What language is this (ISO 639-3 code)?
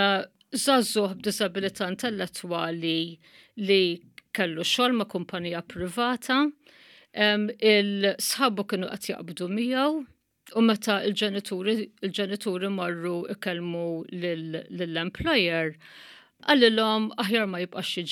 mlt